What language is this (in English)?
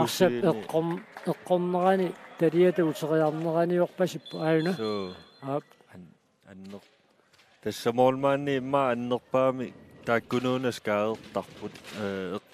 Kalaallisut